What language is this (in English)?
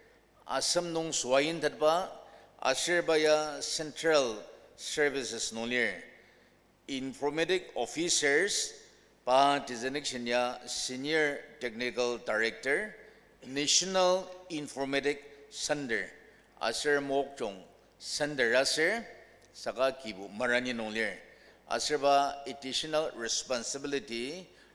Ao Naga